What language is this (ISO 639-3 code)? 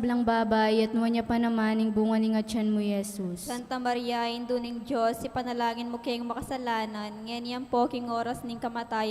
pam